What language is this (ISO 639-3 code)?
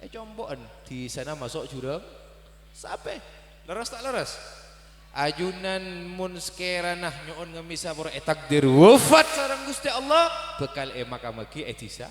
mad